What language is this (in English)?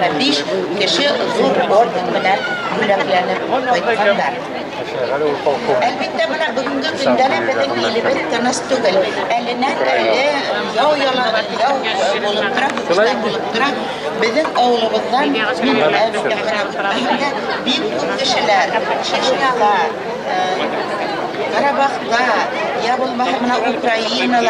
Bashkir